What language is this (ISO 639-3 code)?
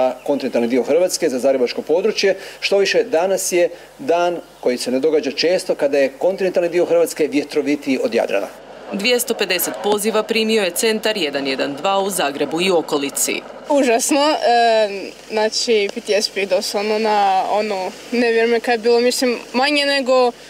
hrv